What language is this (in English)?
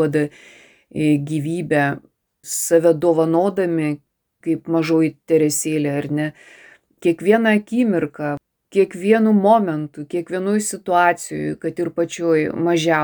Lithuanian